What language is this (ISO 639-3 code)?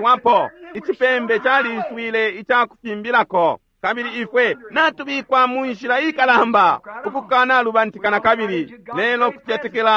bem